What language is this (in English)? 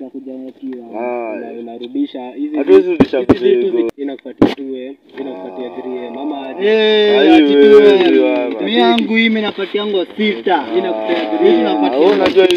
Swahili